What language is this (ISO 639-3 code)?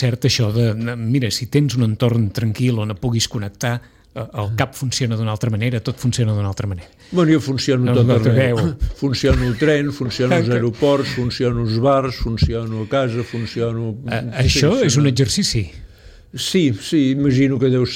cat